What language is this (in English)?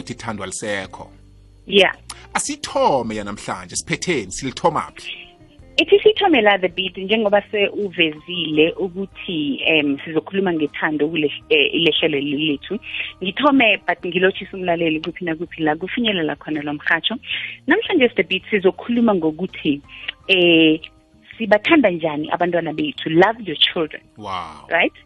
South Ndebele